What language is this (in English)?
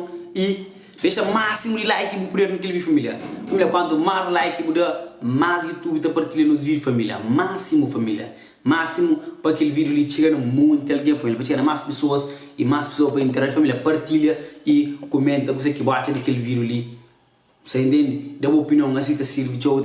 Kabuverdianu